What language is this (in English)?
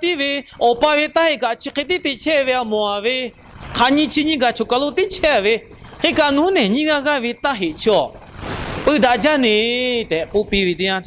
Lahu